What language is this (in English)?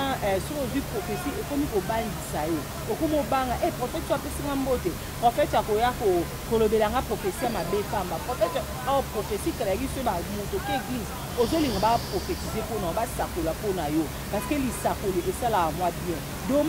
Lingala